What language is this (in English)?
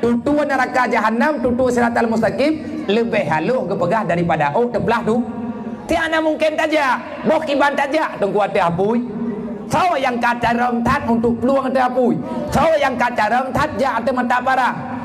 Achinese